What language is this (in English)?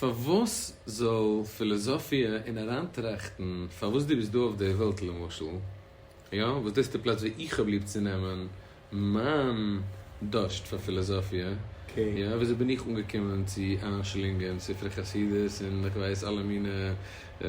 Yiddish